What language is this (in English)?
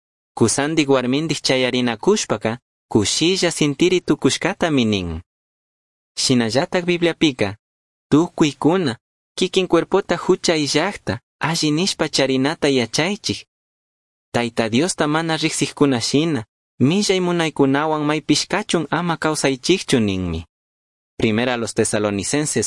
Chimborazo Highland Quichua